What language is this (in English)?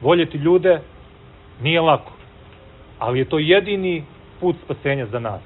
Serbian